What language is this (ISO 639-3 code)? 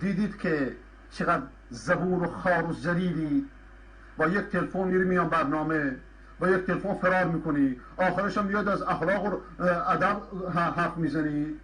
fas